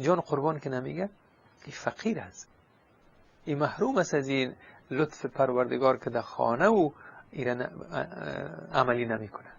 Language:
Persian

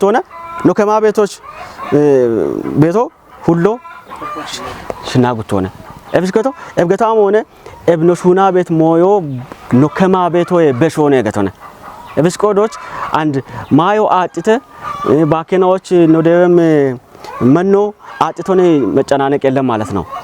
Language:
Kafa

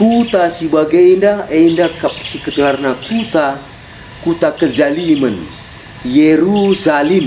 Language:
Batak Karo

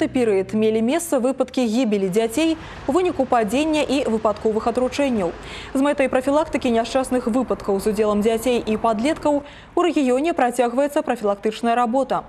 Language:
Belarusian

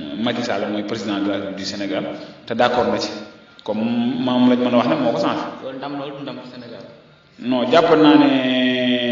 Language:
Wolof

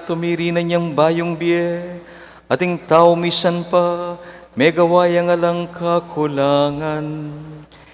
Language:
Pampanga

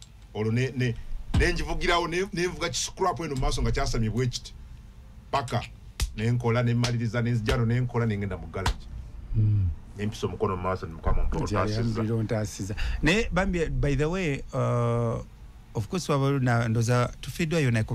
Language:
Ganda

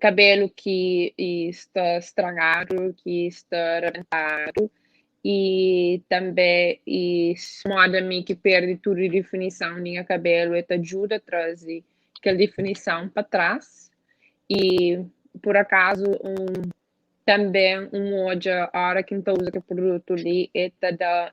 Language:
Kabuverdianu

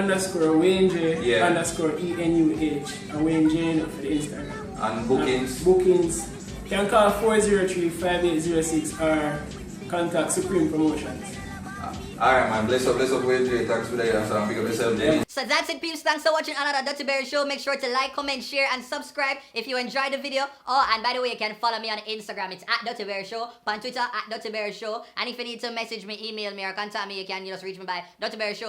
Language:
Jamaican Creole English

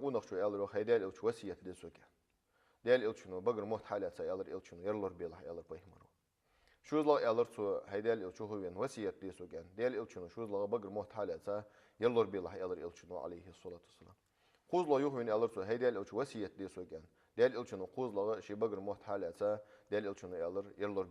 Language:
Ingush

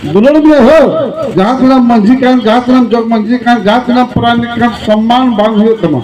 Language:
Santali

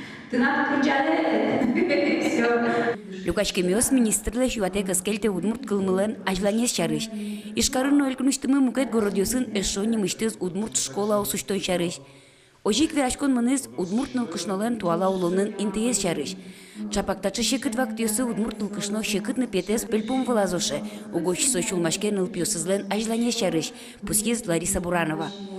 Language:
Udmurt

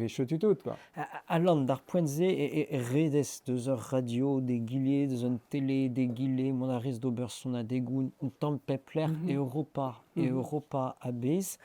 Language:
Breton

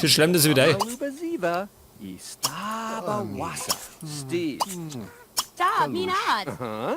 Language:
Bavarian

